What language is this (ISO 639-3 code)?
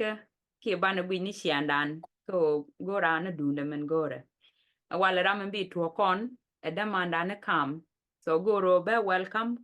nus